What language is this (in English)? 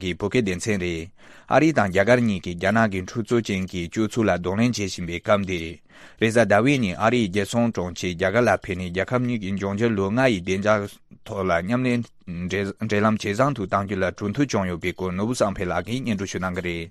Tibetan